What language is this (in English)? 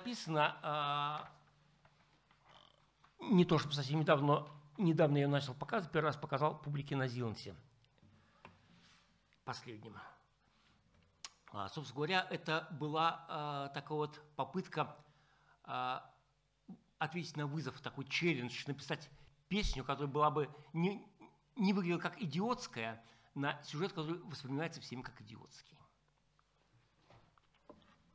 Russian